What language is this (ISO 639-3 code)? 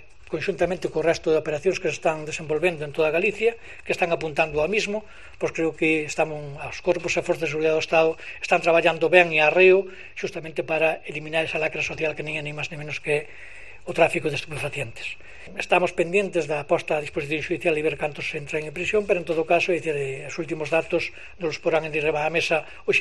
glg